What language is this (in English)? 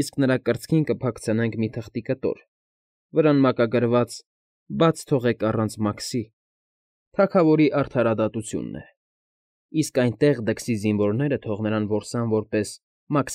Armenian